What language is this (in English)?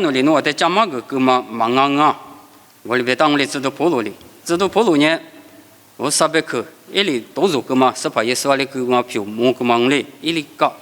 Lisu